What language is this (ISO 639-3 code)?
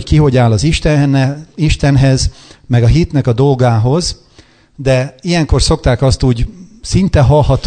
hun